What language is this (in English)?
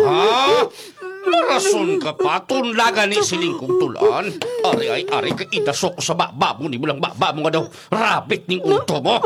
Kinaray-a